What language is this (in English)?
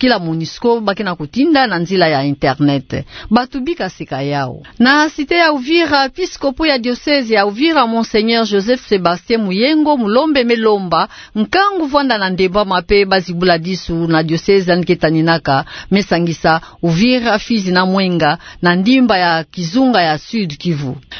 Kituba (Democratic Republic of Congo)